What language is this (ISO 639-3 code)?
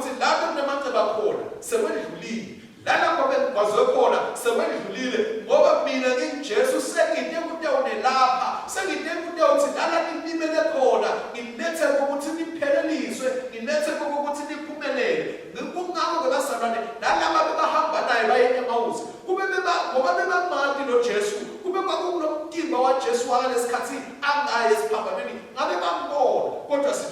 ssw